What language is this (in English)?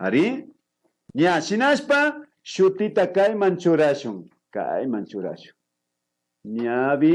Imbabura Highland Quichua